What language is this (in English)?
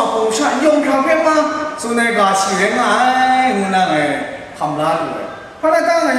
Kachin